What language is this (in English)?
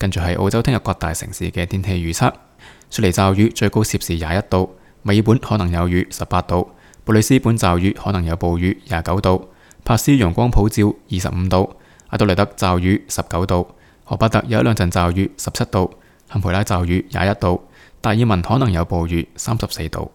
Cantonese